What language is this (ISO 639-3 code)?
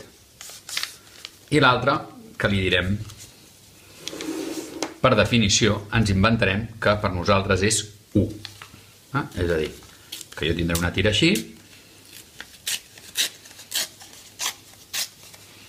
cat